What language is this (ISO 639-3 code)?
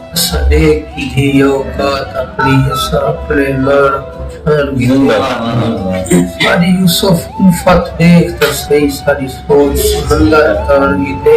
skr